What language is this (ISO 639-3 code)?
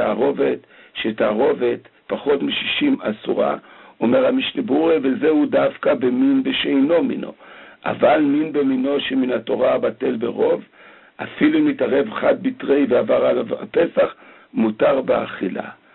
heb